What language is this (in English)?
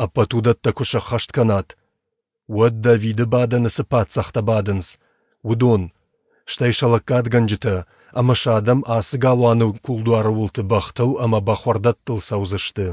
Ossetic